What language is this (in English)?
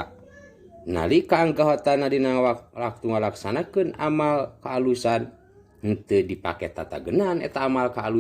Sundanese